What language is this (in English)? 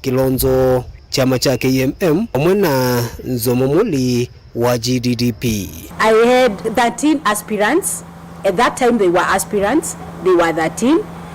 Kamba